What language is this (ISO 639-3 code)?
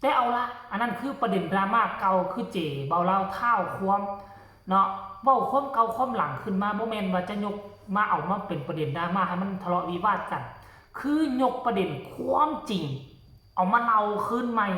tts